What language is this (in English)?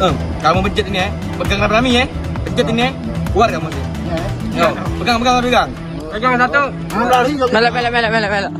Musi